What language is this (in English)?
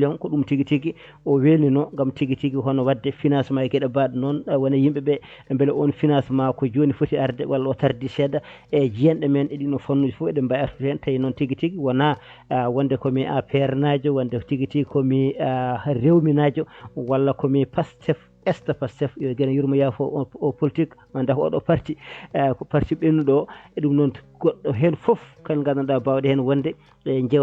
Fula